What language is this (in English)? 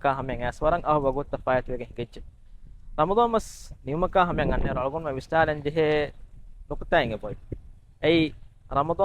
Divehi